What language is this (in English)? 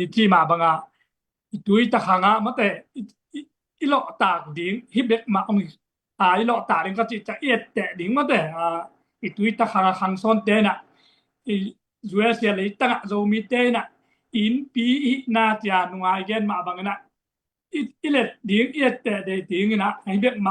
Tedim Chin